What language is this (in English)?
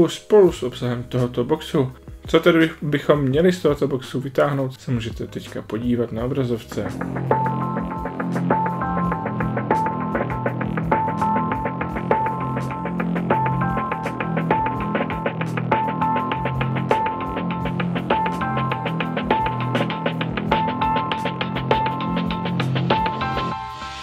Czech